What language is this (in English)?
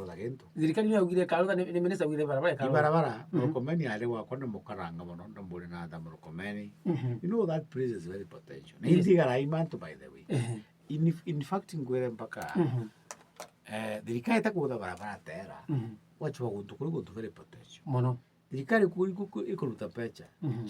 Meru